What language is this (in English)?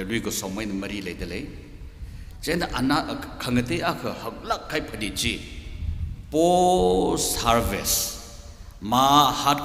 Tangkhul Naga (India)